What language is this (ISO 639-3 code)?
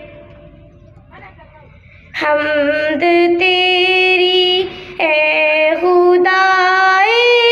urd